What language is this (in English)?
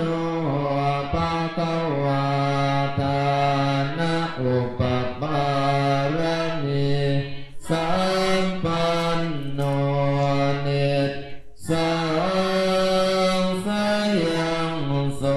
Pali